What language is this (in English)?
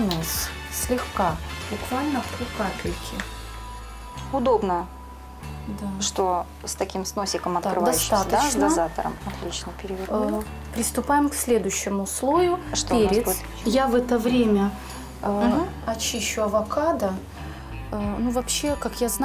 Russian